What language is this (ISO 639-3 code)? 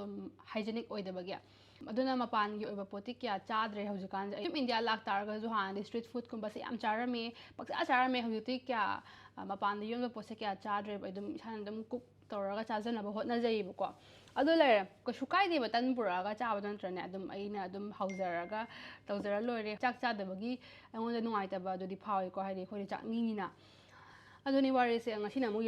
mni